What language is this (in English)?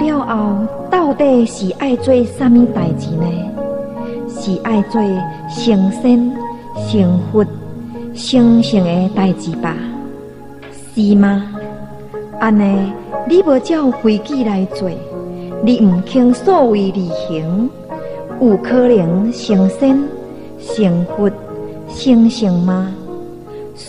Min Nan Chinese